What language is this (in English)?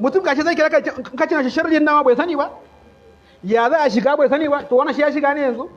Hausa